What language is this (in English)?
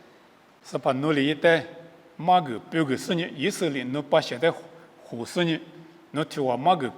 Lisu